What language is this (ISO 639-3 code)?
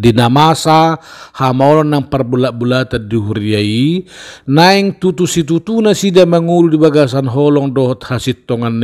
bbc